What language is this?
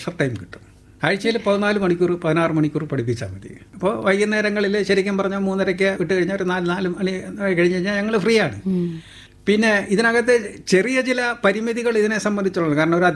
Malayalam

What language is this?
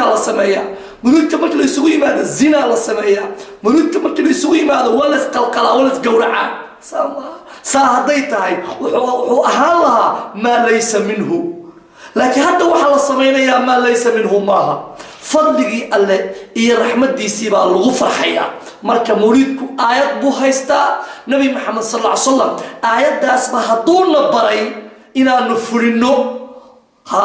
Somali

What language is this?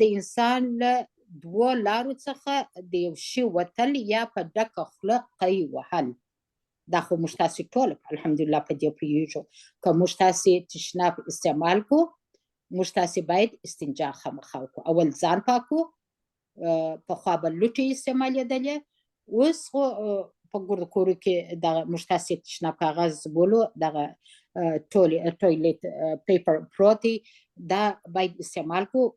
Pashto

